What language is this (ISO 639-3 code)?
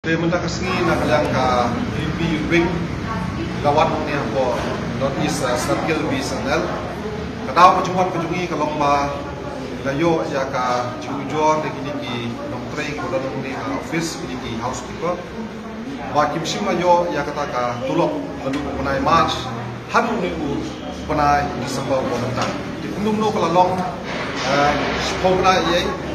kha